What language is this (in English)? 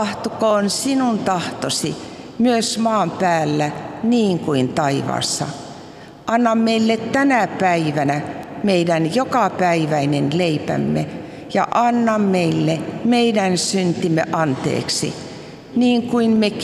Finnish